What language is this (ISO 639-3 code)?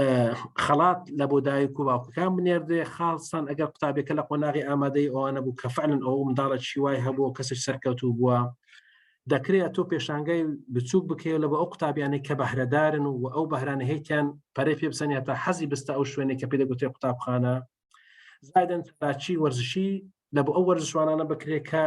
ckb